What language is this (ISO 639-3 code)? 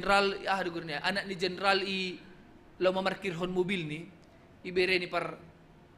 bts